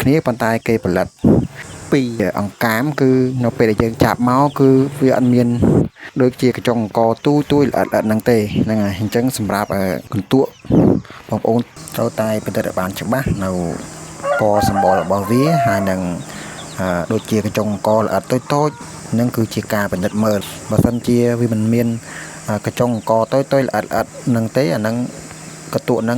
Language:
Khmer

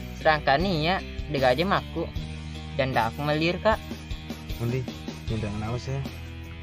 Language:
Buginese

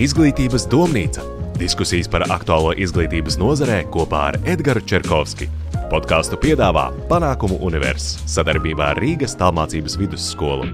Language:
Latvian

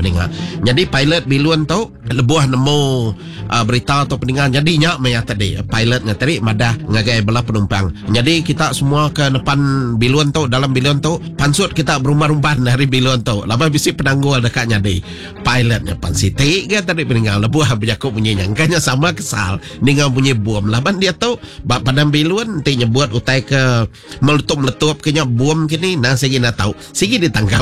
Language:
Iban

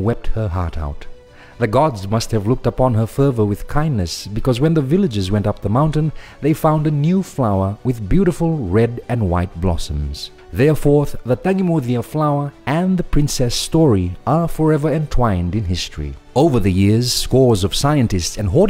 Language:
Fijian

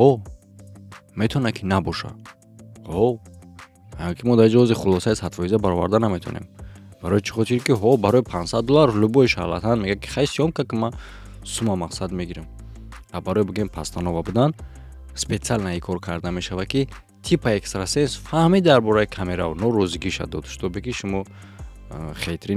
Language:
Tajik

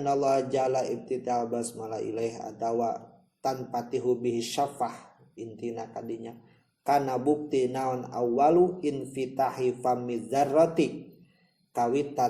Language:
Sundanese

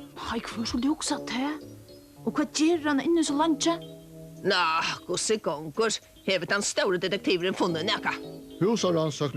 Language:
Faroese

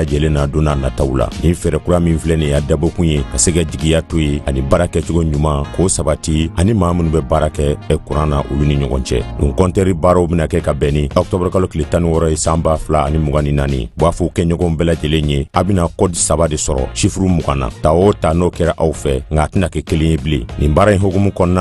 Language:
Bambara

